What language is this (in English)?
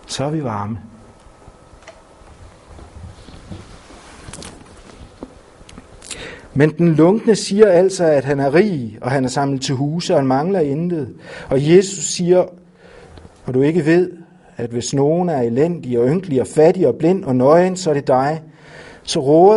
Danish